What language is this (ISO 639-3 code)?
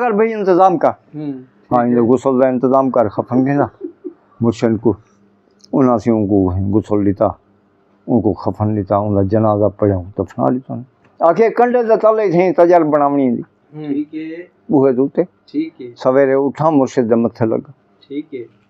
skr